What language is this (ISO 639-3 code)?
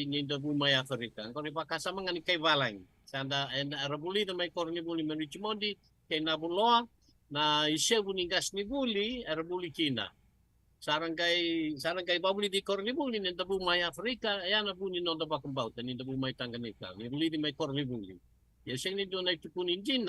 fij